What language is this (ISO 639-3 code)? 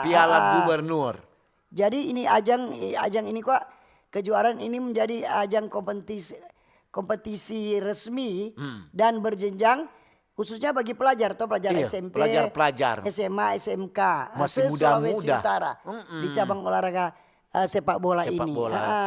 xmm